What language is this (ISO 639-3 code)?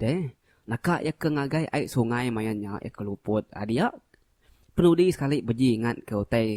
iba